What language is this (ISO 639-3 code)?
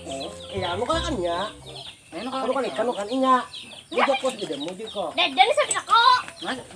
bjn